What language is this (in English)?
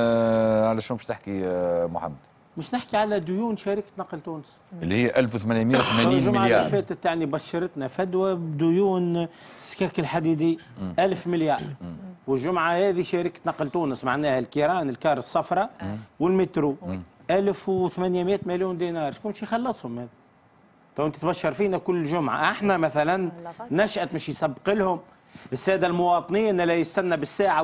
Tunisian Arabic